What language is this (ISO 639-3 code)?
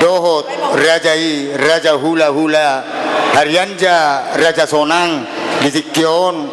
bbc